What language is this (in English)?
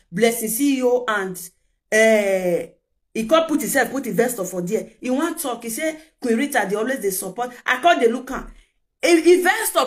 Nigerian Pidgin